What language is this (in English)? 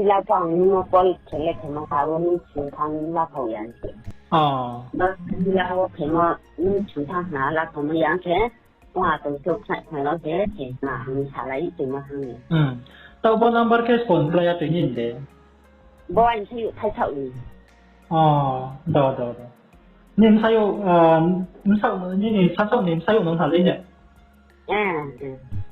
Riang (India)